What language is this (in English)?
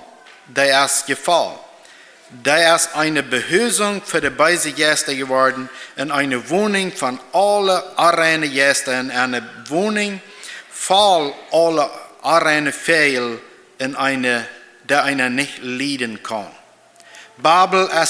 Plautdietsch